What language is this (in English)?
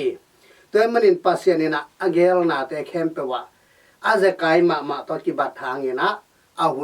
Tedim Chin